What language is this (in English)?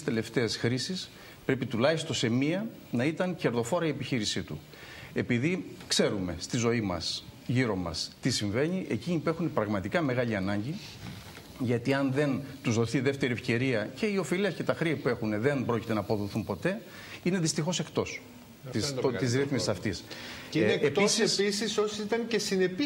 Greek